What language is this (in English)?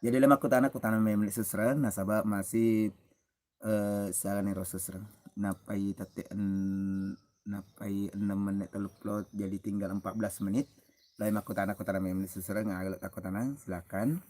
Buginese